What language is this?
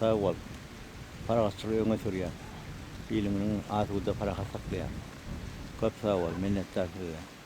Turkmen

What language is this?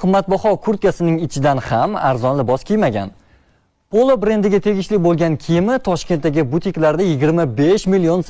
Uzbek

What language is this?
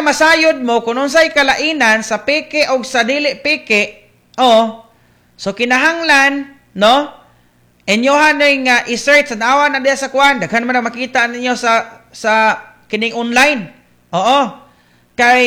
Cebuano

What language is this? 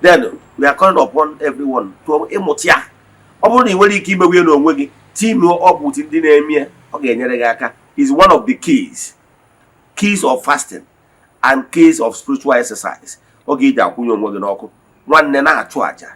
Igbo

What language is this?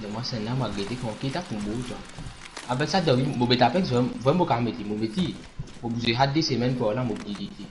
Morisyen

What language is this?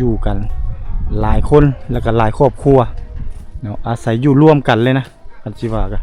Lao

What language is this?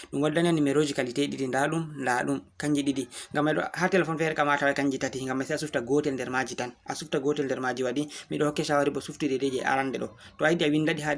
Fula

